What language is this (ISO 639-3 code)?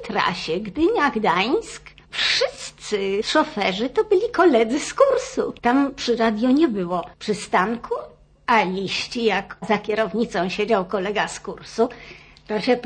pol